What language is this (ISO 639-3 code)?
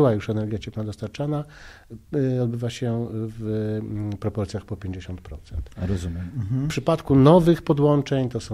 pol